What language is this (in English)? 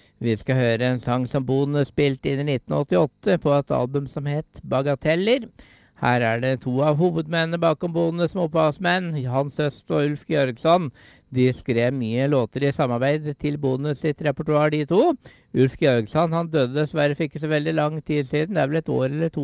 Norwegian